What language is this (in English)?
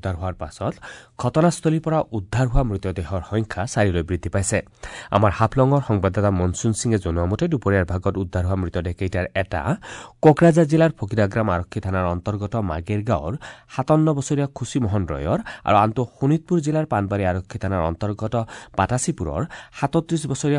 Assamese